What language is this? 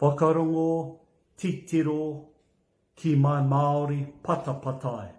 Māori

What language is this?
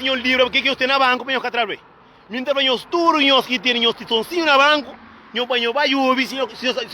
Kabuverdianu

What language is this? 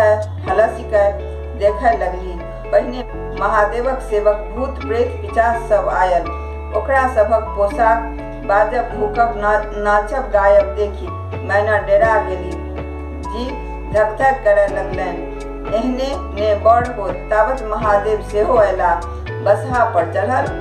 Maithili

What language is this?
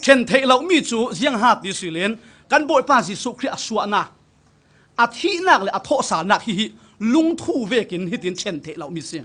Falam Chin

